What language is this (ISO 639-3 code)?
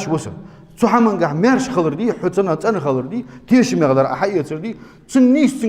inh